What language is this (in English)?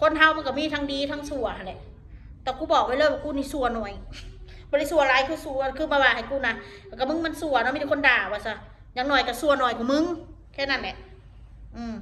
Northeastern Thai